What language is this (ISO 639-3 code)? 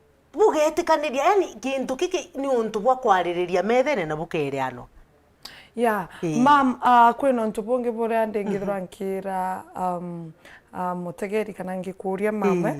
mer